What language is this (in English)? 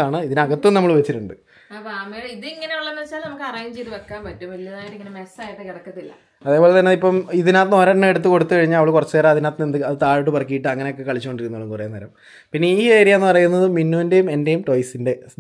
Malayalam